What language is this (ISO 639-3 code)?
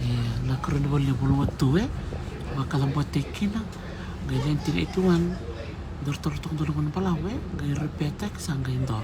fij